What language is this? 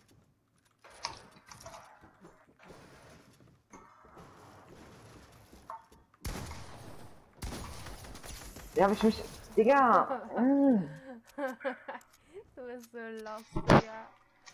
German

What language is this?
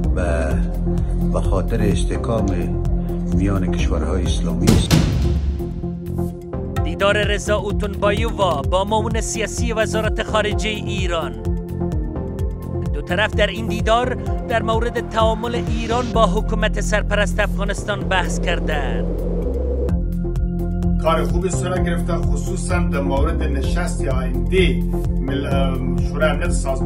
Persian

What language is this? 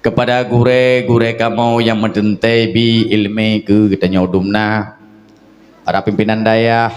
Achinese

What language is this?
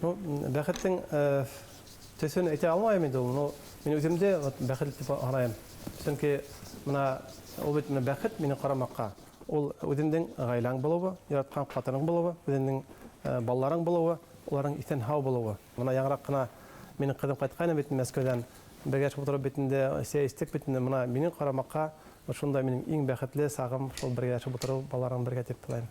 Bashkir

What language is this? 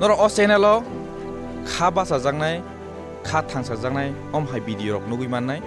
Kok Borok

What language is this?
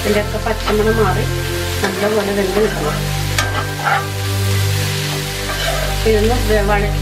Malayalam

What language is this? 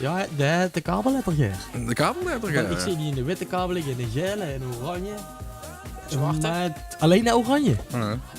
Limburgish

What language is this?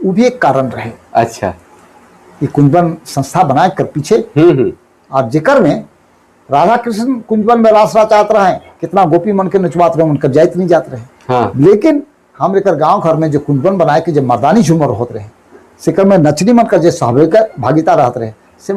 Sadri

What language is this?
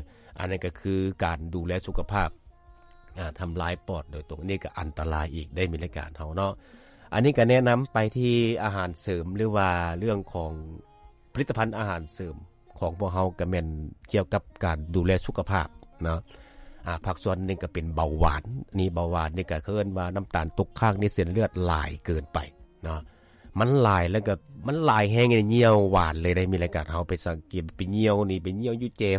Lao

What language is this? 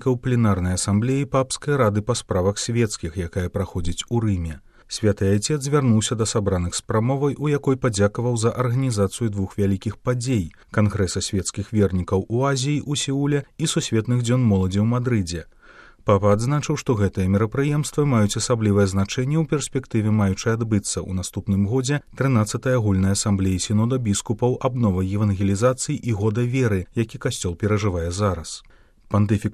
Belarusian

